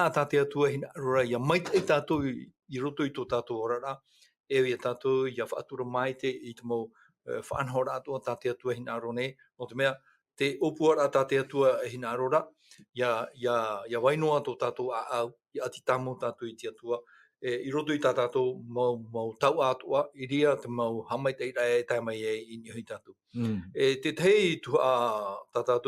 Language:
Tahitian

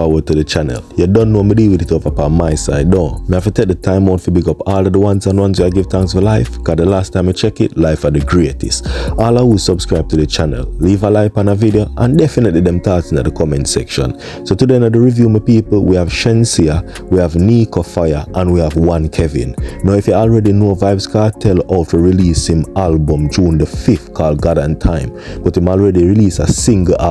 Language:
Jamaican Creole English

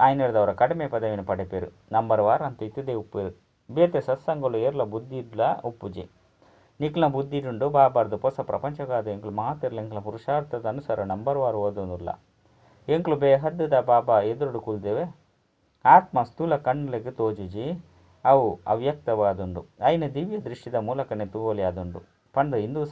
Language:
Tulu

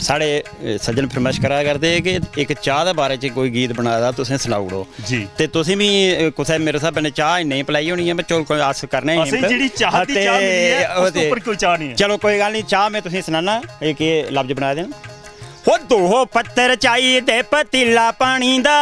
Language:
Dogri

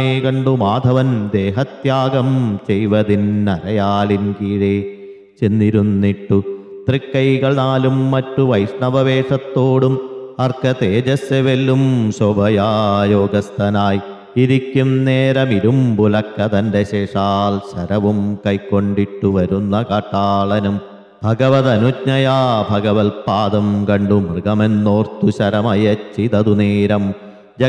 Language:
Malayalam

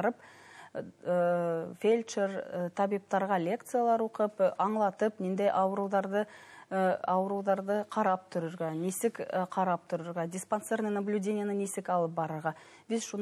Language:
Bashkir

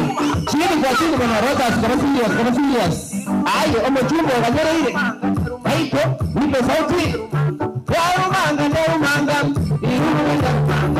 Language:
Gusii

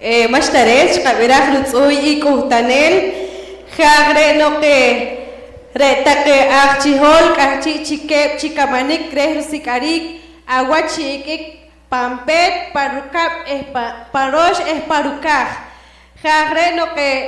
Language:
Poqomchi'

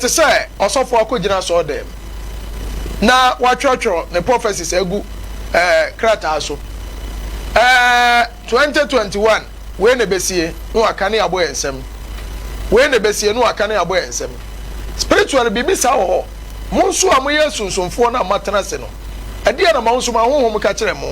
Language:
Akan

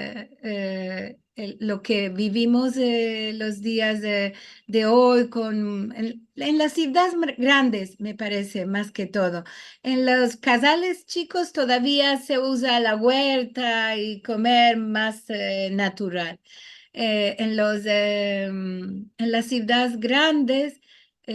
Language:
Ladino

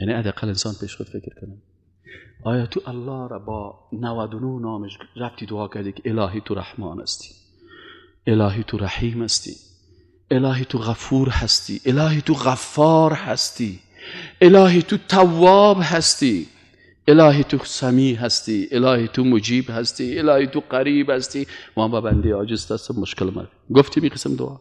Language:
Persian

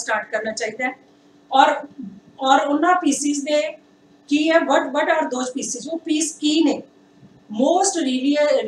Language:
Punjabi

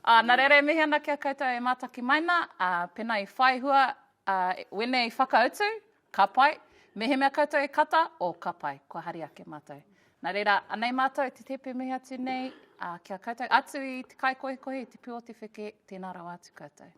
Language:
Māori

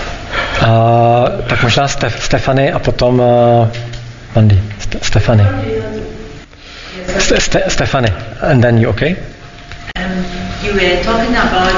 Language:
Czech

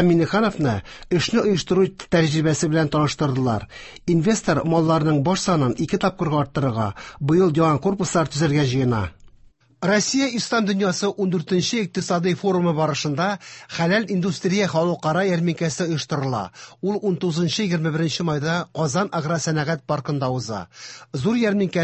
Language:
Tatar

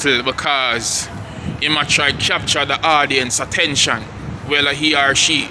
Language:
Jamaican Creole English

